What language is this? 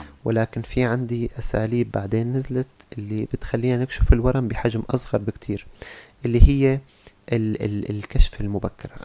North Levantine Arabic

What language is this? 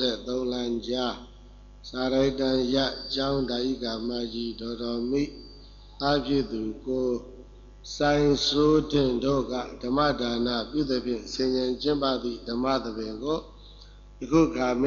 Burmese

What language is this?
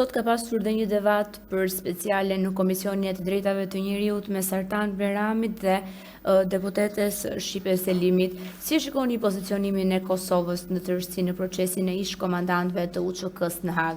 Albanian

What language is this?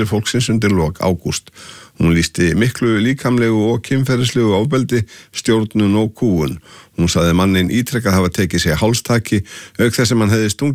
Icelandic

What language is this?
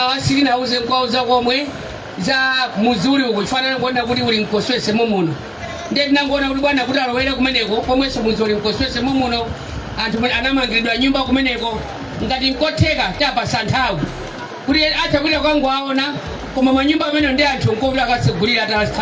Nyanja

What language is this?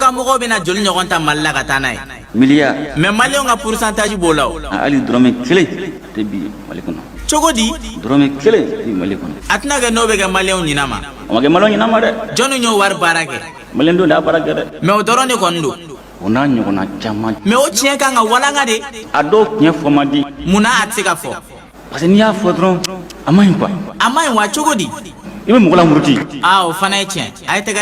Bambara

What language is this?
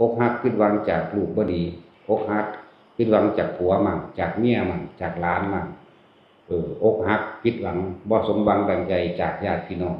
Northeastern Thai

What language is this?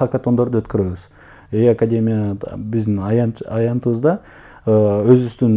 Kyrgyz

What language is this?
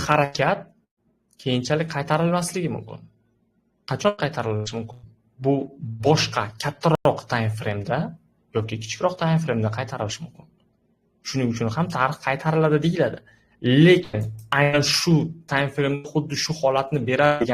Uzbek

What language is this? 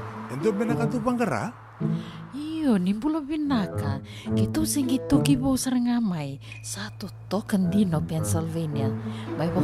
Fijian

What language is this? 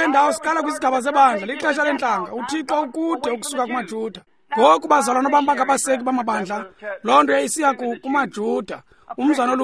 Xhosa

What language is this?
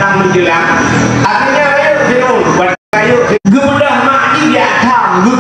Achinese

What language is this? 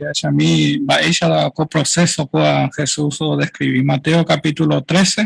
Guarani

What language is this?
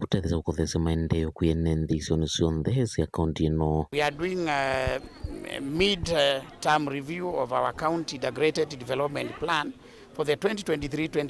Kamba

